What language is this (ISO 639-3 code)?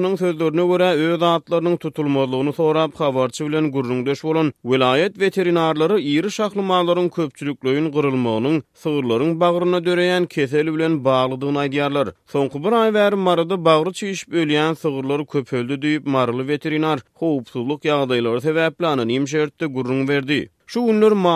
tuk